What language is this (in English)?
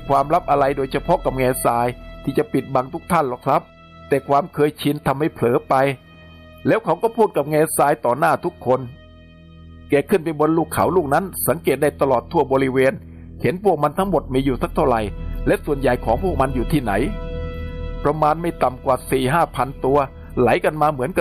Thai